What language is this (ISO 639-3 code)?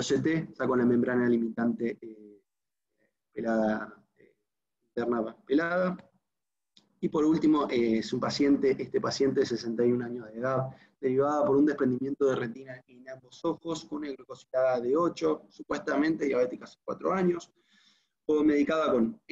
spa